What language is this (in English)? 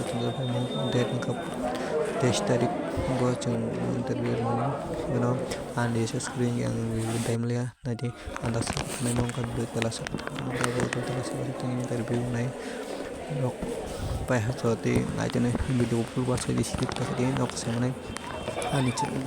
Kok Borok